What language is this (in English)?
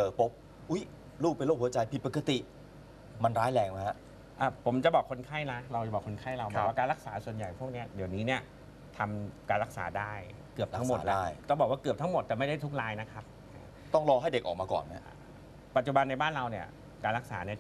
Thai